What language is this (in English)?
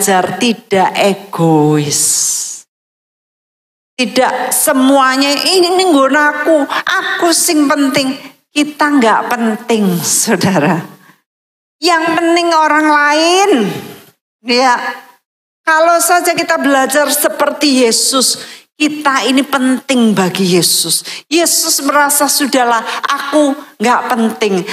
Indonesian